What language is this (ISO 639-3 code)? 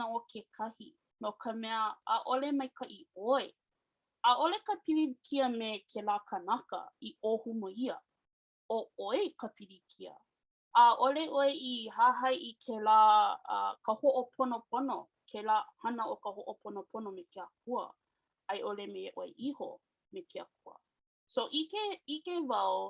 haw